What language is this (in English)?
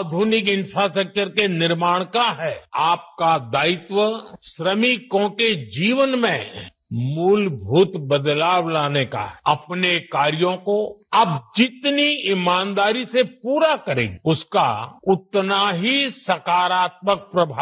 Hindi